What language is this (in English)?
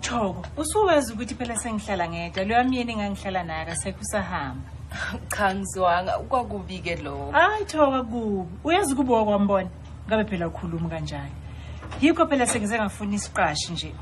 Zulu